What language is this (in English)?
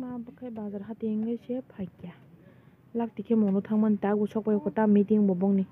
Kok Borok